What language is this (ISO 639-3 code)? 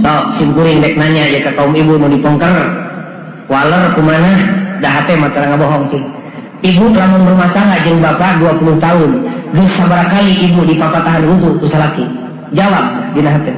sun